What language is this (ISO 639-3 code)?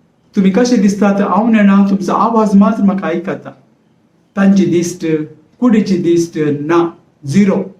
kok